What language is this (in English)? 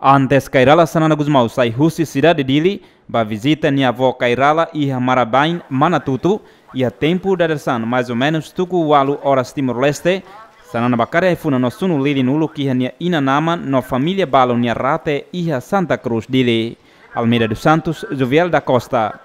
Tetum